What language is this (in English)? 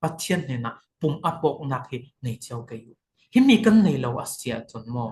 Falam Chin